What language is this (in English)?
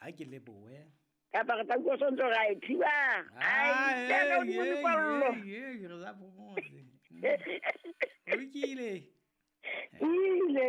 Southern Sotho